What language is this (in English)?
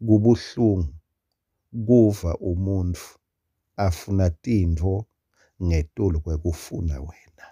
Swati